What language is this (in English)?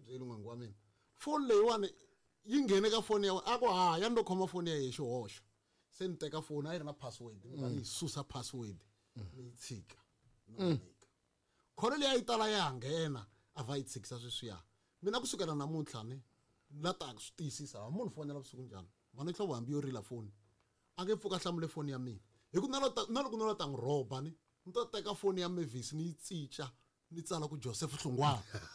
Tsonga